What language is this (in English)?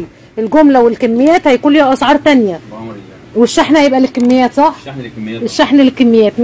Egyptian Arabic